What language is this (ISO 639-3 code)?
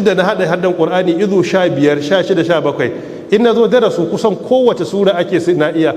hau